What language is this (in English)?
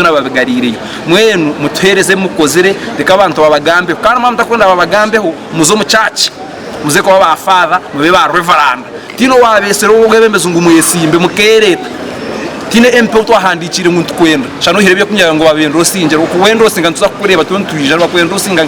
Nyankole